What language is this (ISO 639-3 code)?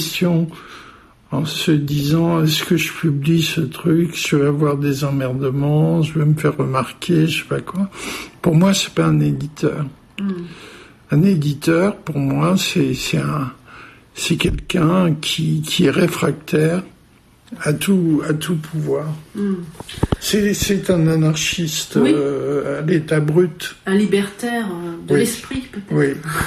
fra